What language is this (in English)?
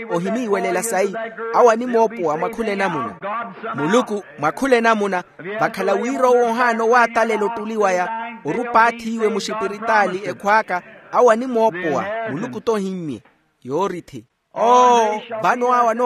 Makhuwa